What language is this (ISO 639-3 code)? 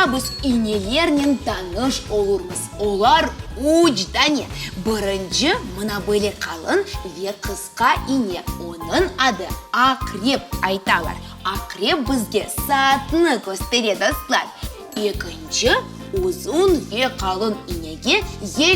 crh